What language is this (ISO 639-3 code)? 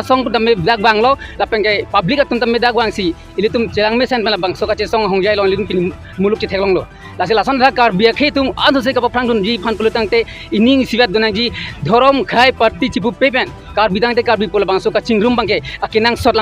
mjw